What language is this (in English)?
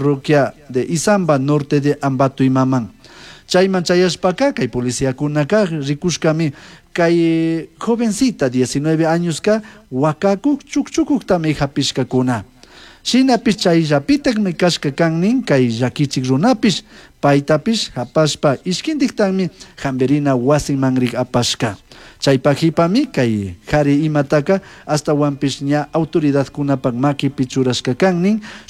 Chimborazo Highland Quichua